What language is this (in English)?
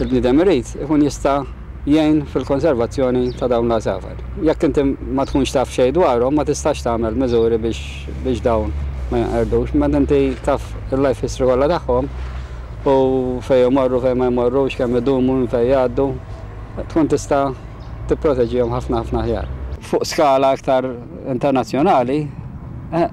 Maltese